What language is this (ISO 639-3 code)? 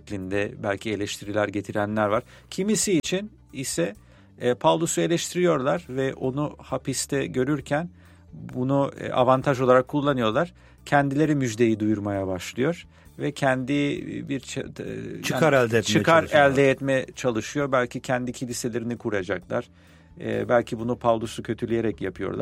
tur